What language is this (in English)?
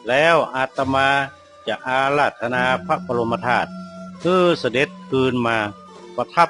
Northern Thai